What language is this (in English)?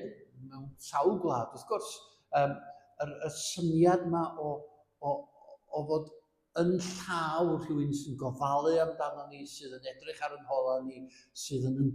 Welsh